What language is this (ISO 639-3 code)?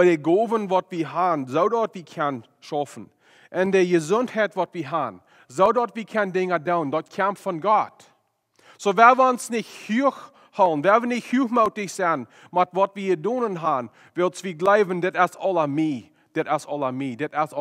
pdt